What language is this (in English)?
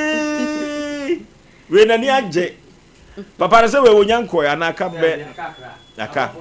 Akan